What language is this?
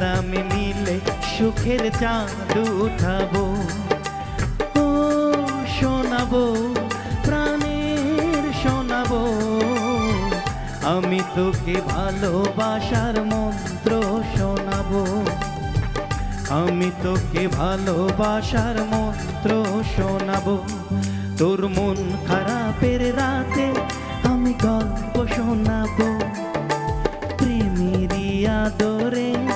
Bangla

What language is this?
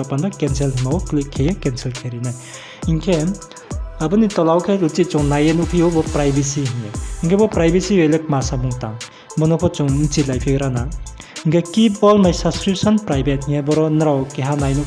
Riang (India)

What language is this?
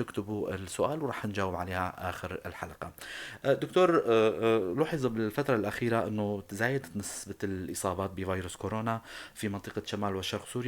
North Levantine Arabic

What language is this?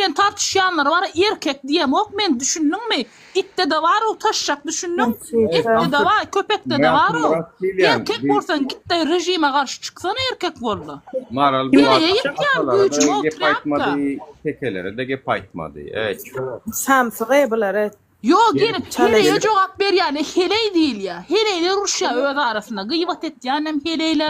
Turkmen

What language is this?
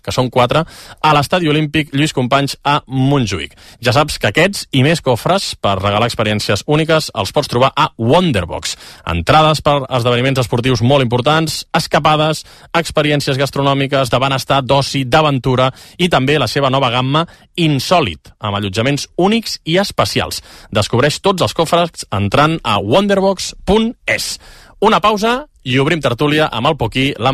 Catalan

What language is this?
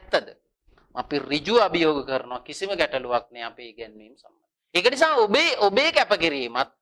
Sinhala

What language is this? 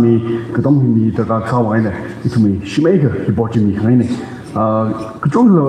Tangkhul Naga (India)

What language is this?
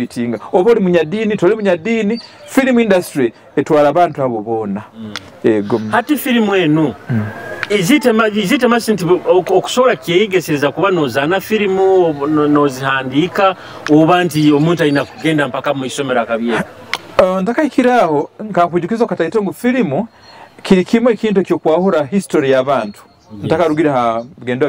Nyoro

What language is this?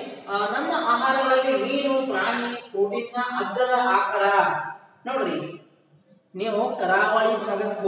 Kannada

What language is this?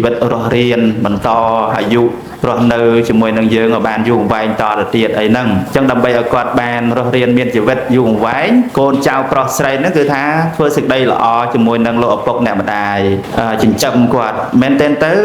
Khmer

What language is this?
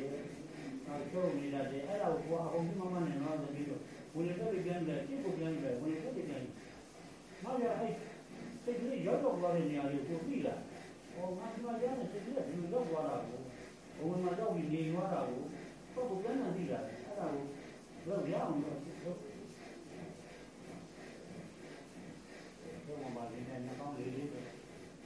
Burmese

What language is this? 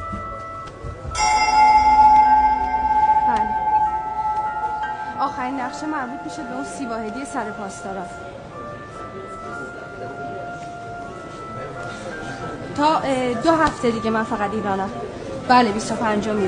Persian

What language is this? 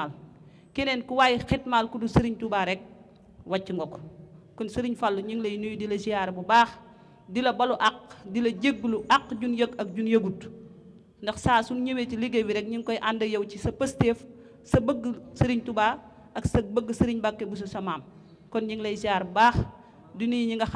Wolof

